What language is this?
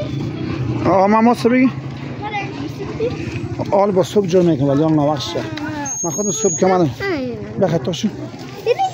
Persian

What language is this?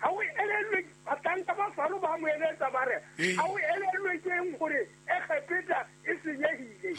Southern Sotho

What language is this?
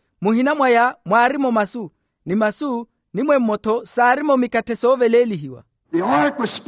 Makhuwa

